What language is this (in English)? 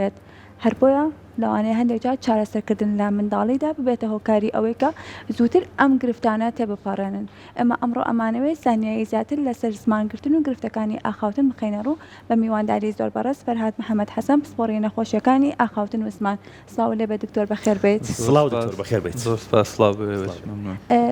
Central Kurdish